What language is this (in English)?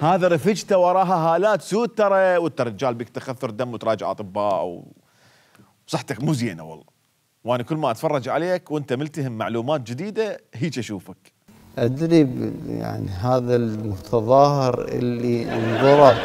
Mesopotamian Arabic